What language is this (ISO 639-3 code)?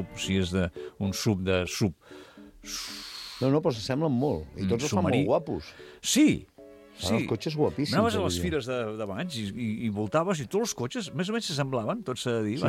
cat